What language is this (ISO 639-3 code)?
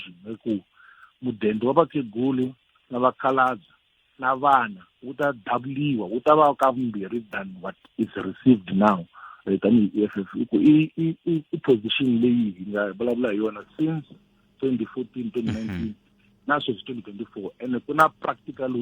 tso